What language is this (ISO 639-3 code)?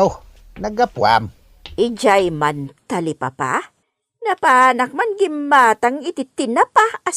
ilo